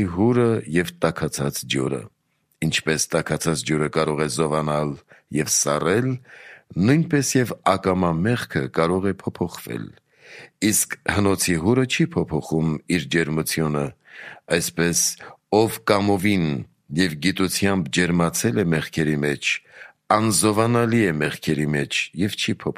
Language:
Armenian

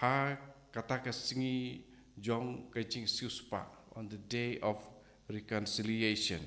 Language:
Khasi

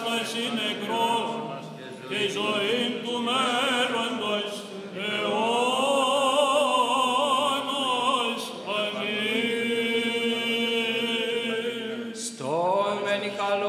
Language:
Greek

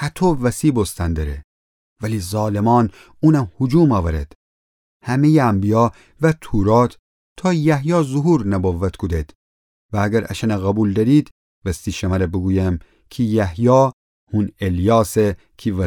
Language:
Gilaki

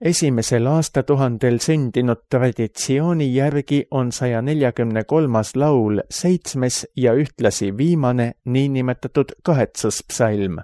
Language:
Estonian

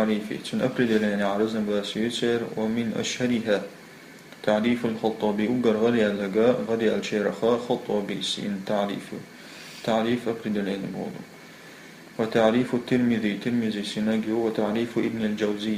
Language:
Chechen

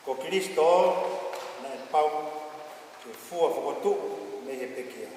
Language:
Tongan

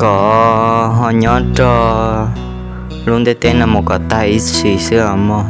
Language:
Hmong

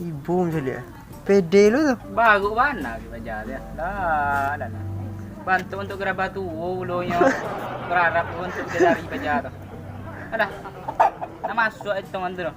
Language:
Minangkabau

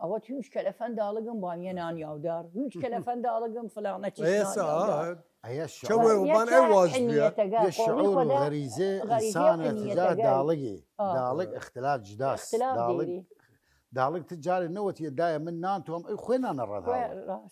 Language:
Southern Kurdish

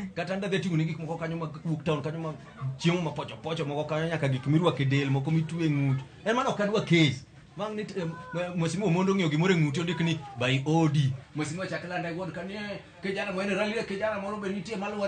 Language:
Luo (Kenya and Tanzania)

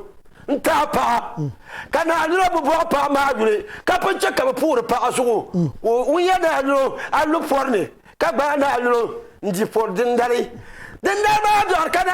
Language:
Dagbani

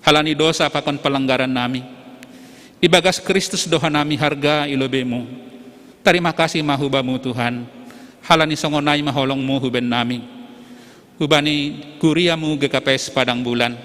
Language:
Batak Simalungun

